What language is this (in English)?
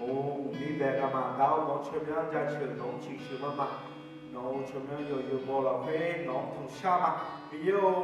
Akha